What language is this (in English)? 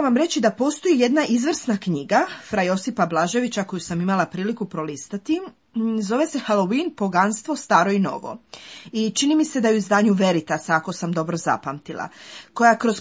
Croatian